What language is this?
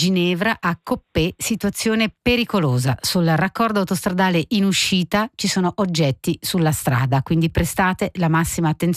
Italian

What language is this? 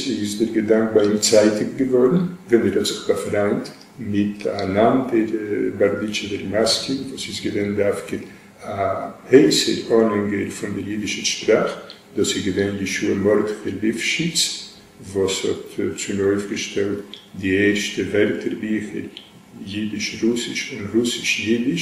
Yiddish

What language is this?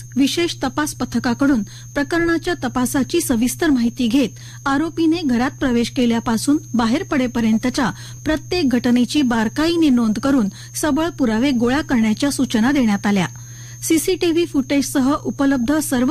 Marathi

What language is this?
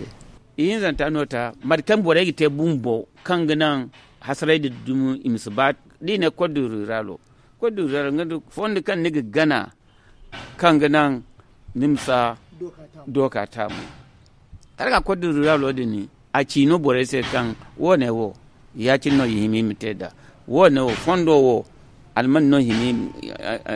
Zarma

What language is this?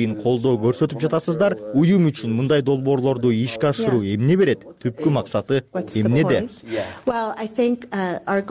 Kyrgyz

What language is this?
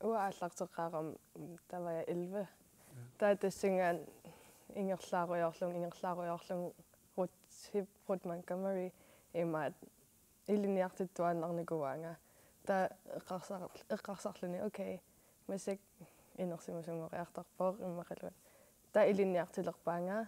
Kalaallisut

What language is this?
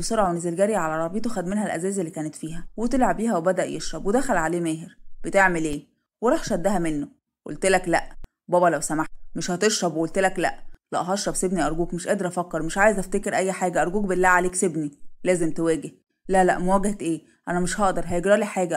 Egyptian Arabic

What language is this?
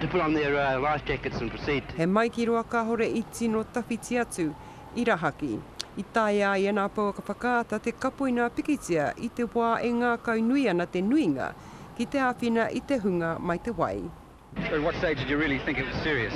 Māori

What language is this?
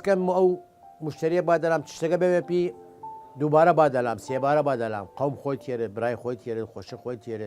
Southern Kurdish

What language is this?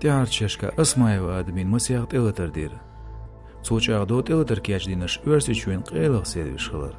Chechen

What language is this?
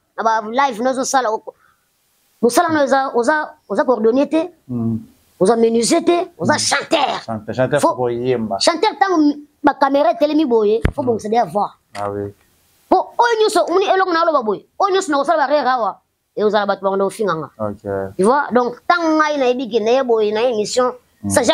Lingala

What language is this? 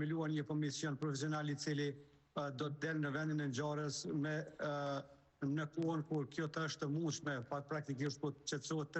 Albanian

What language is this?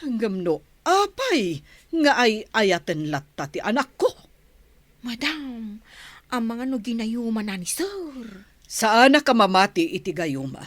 Iloko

